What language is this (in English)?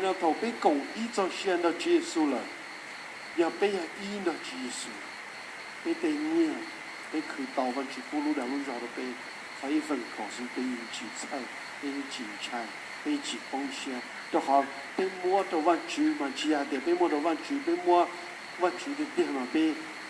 Hmong